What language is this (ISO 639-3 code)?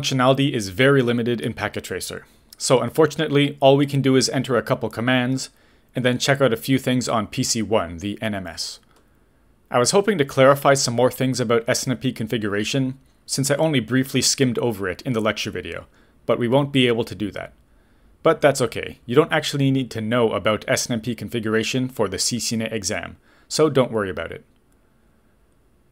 eng